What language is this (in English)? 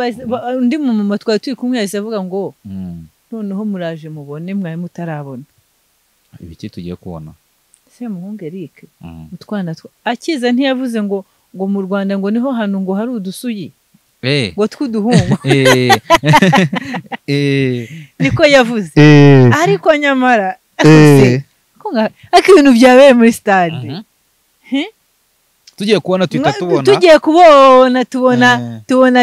Kinyarwanda